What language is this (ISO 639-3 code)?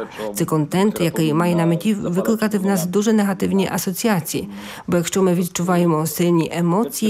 ukr